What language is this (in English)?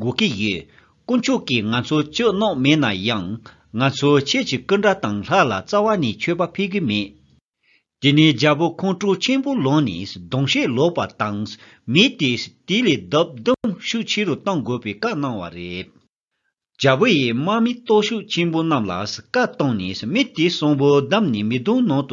Tibetan